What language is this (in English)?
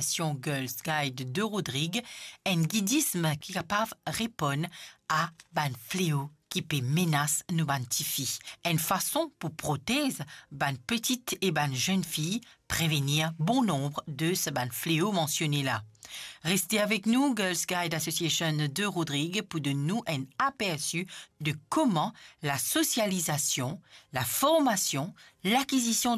Morisyen